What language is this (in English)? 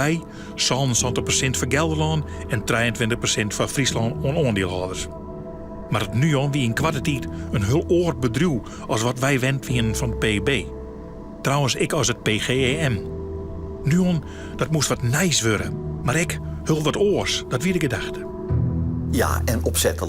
Western Frisian